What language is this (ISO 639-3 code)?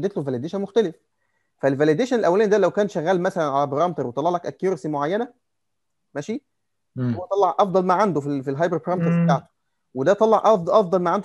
arz